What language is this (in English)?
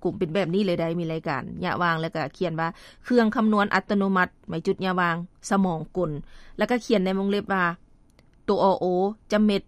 Lao